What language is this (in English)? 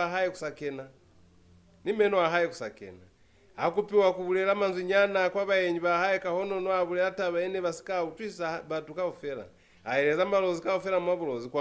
Lozi